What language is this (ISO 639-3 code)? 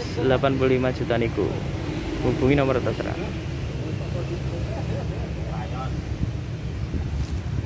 ind